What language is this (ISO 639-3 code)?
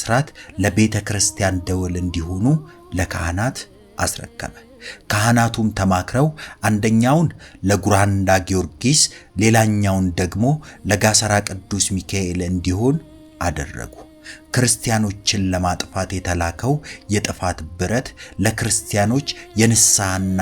amh